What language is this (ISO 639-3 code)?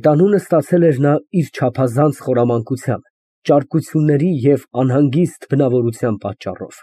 hye